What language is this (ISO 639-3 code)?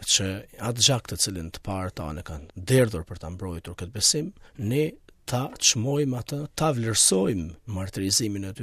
sqi